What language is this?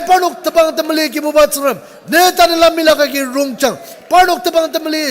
Ao Naga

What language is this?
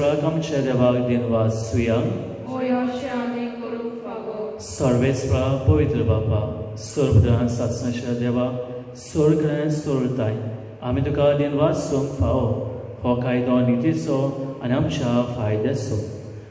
Konkani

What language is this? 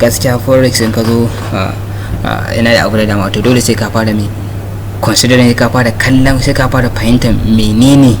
Hausa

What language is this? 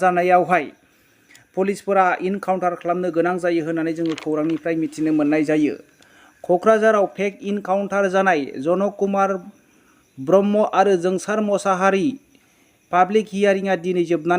Bodo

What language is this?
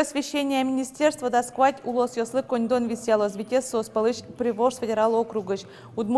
Udmurt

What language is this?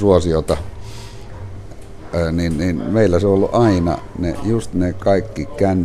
Finnish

